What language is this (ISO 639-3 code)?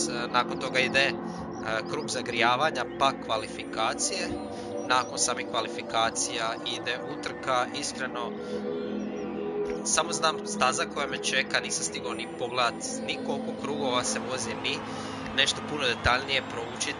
hrv